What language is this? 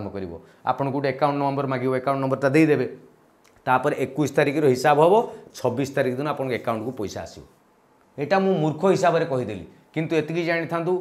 Odia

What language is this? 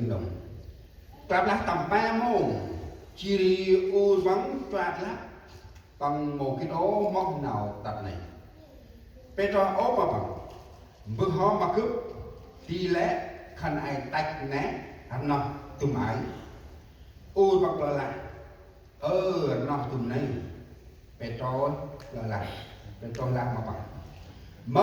Central Mnong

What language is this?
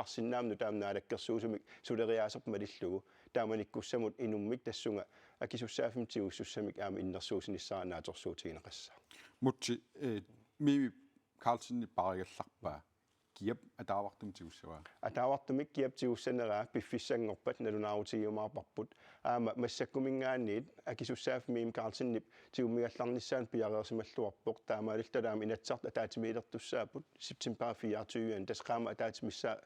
Kalaallisut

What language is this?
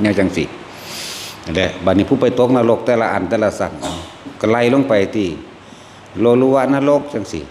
Northeastern Thai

